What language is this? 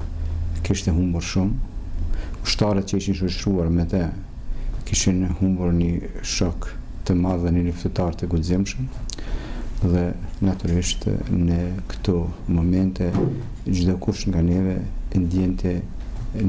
Albanian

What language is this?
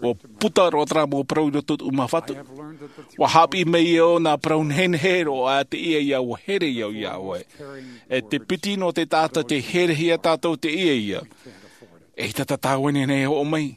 Tahitian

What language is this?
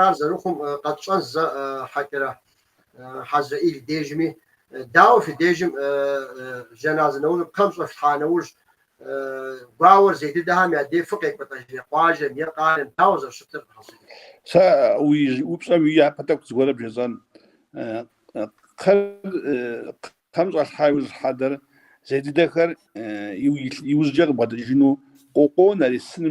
Kabardian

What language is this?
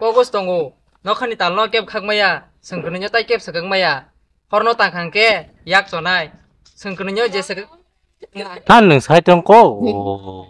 Kok Borok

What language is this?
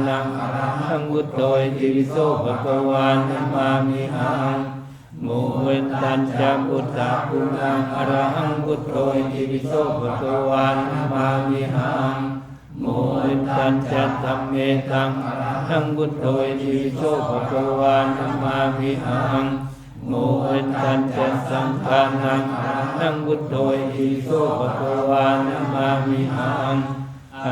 Pali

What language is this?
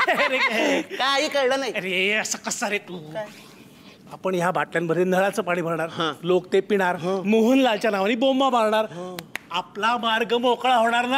Marathi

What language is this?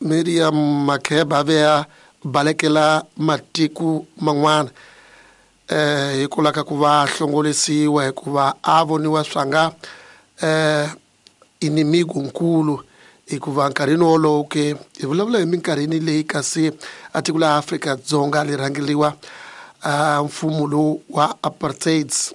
Tsonga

